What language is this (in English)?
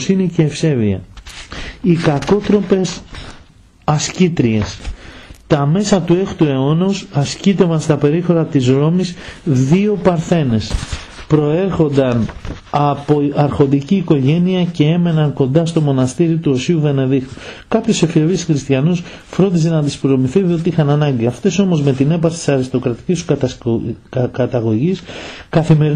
Greek